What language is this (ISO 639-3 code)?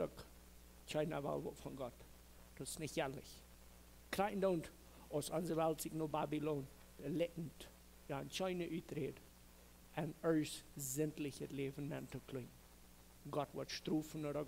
pdt